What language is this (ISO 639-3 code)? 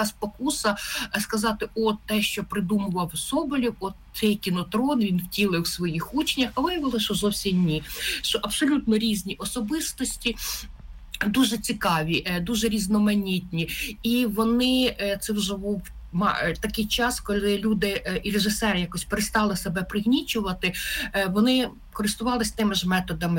ukr